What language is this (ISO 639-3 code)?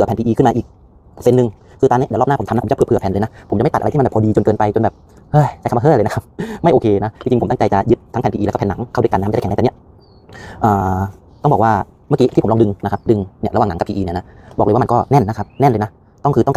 tha